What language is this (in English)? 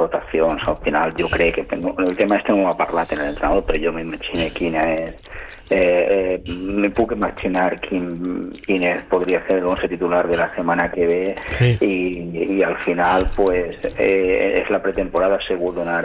Catalan